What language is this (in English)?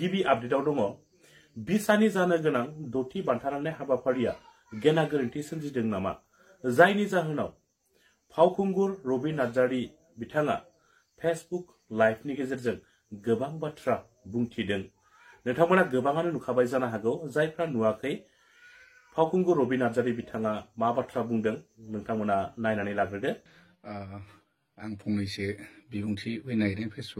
Bodo